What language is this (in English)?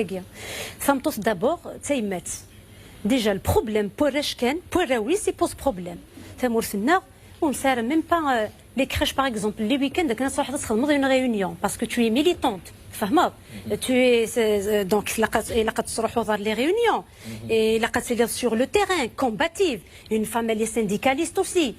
Kabyle